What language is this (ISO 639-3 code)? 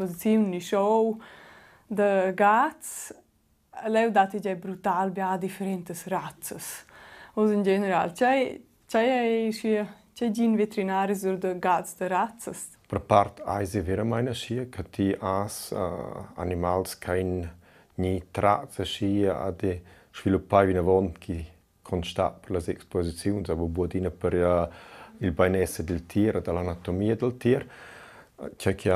roh